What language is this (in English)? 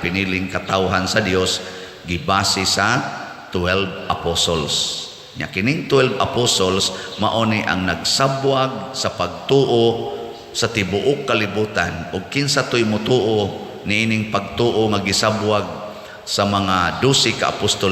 Cebuano